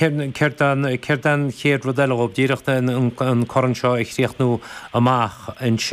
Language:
Irish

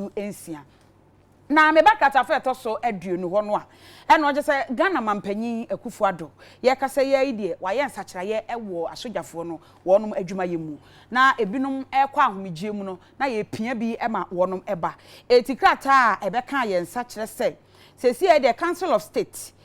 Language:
Akan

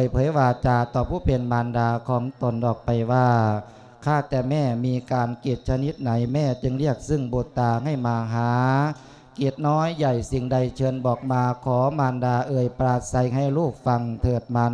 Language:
Thai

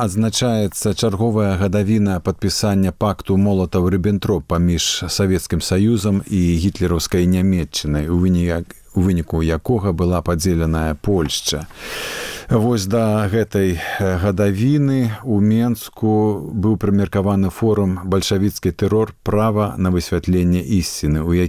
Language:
Belarusian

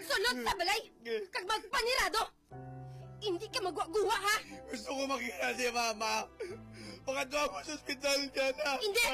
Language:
Hiligaynon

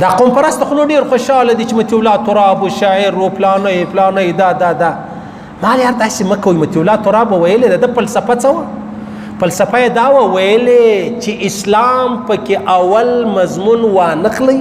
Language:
Pashto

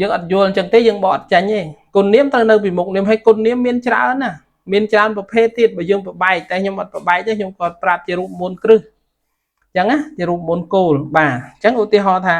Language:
Khmer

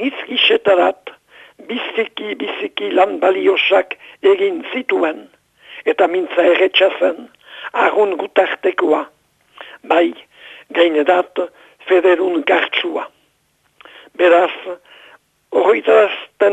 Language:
Basque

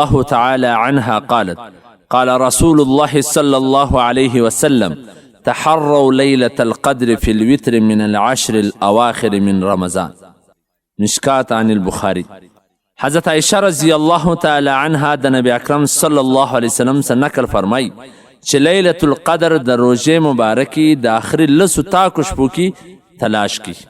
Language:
Pashto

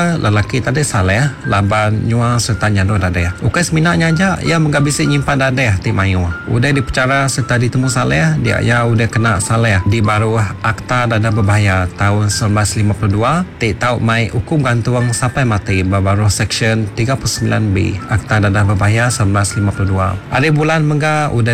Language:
Iban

